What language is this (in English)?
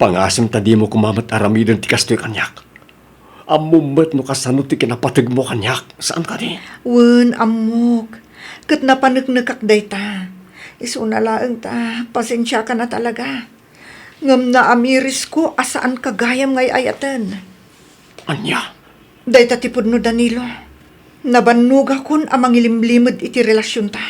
Iloko